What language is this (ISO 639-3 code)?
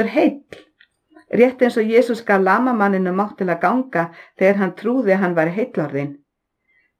isl